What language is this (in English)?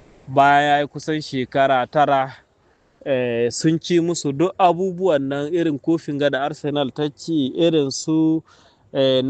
Hausa